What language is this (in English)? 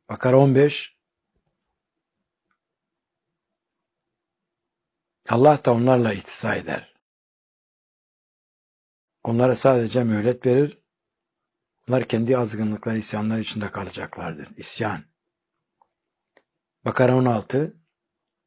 Turkish